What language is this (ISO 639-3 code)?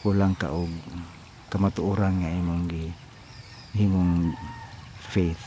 ceb